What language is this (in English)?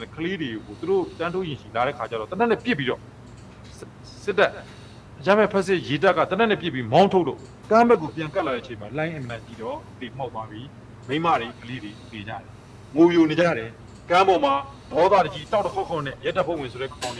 Burmese